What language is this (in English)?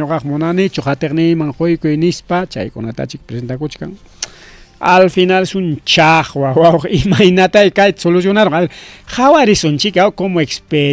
Ayacucho Quechua